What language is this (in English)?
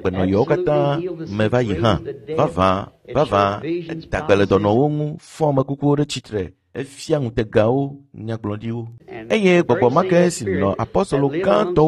Ewe